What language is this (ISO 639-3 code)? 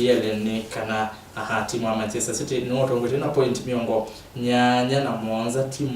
kam